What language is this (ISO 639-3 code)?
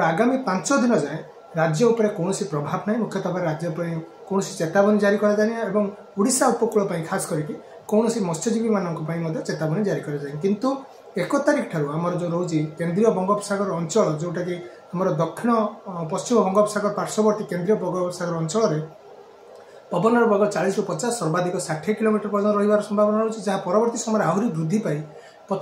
ori